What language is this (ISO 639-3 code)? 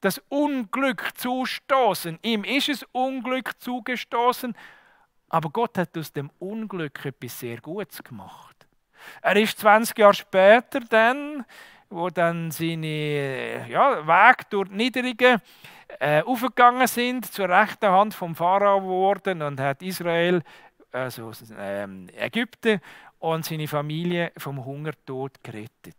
gsw